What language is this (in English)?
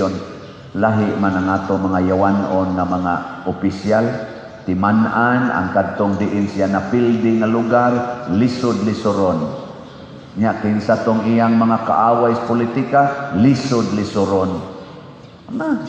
Cebuano